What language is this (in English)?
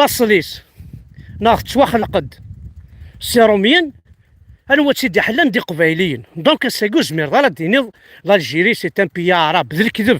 Kabyle